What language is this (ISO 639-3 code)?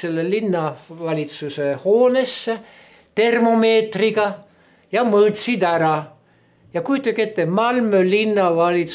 est